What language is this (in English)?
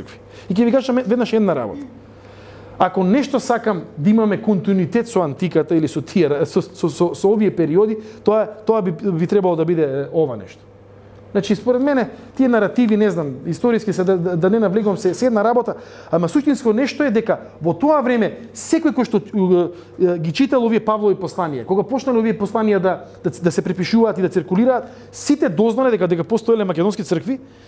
Macedonian